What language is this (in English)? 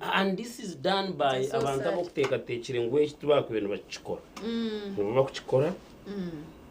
Nyankole